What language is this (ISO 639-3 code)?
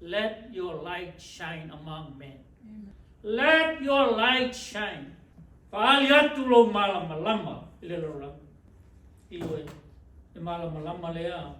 smo